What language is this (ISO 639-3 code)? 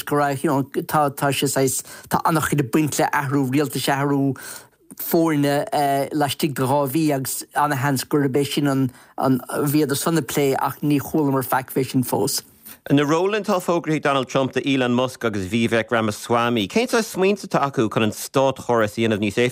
gle